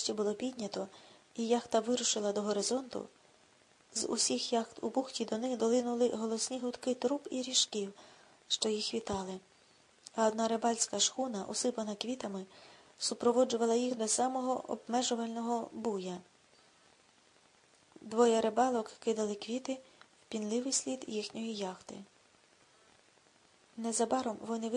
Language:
Ukrainian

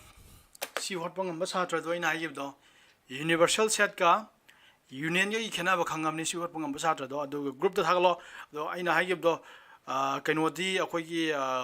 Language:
Manipuri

